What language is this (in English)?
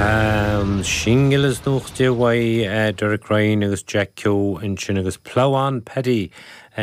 Irish